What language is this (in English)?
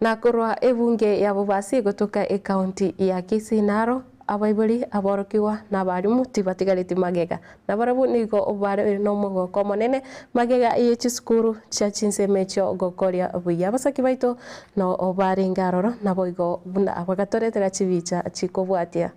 Gusii